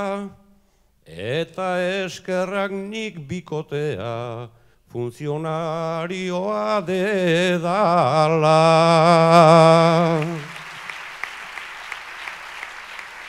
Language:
Basque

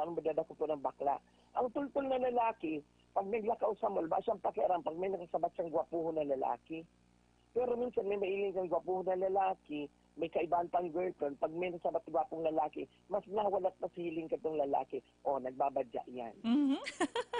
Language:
Bikol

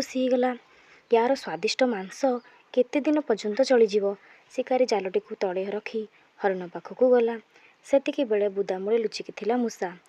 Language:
Odia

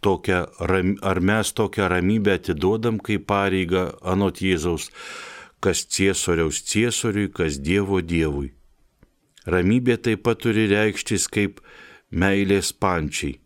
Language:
Lithuanian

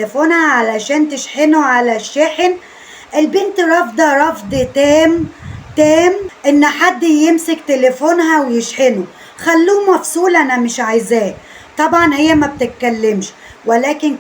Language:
Egyptian Arabic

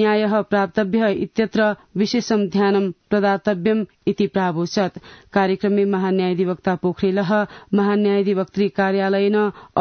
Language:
Sanskrit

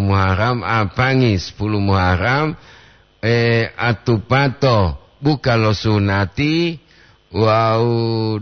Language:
Gorontalo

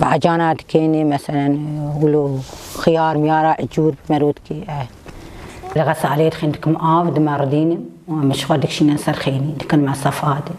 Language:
Kurdish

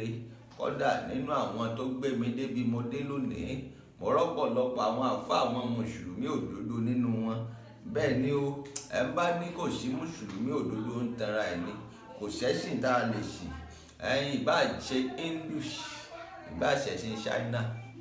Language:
Yoruba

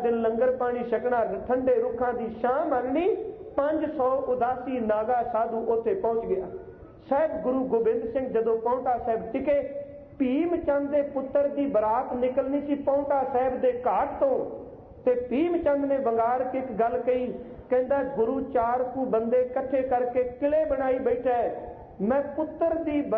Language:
Punjabi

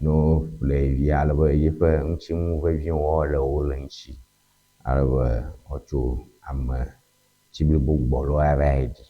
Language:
Ewe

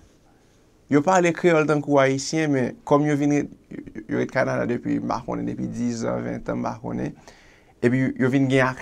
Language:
Haitian Creole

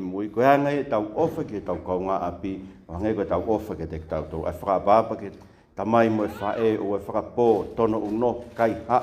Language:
Tongan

